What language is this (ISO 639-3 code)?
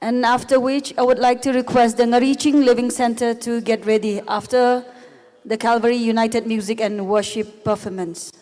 nmf